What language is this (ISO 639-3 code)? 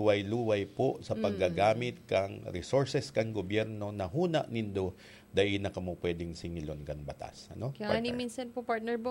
bik